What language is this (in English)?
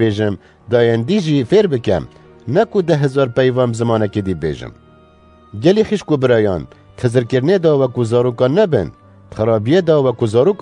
Kurdish